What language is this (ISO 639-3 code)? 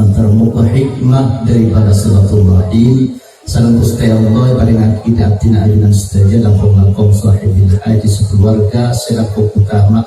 mad